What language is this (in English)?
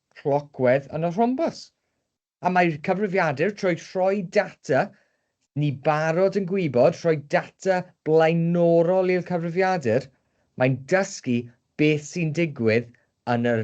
Welsh